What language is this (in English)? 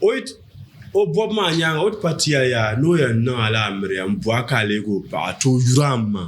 Dagbani